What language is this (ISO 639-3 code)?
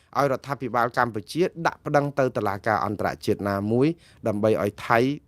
khm